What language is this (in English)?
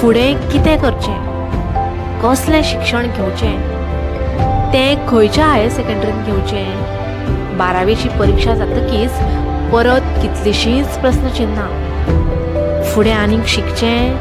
Konkani